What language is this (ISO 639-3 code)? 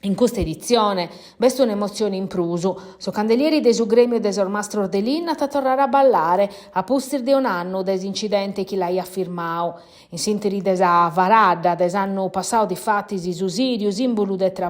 srd